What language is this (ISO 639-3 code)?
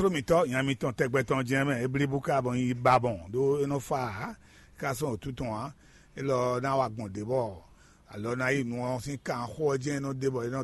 fon